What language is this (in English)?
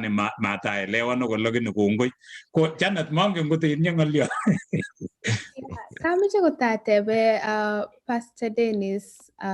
Kalenjin